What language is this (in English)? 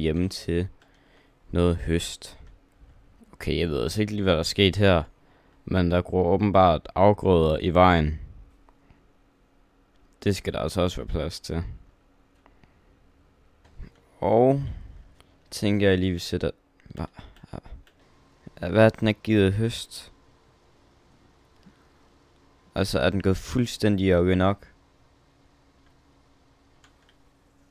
Danish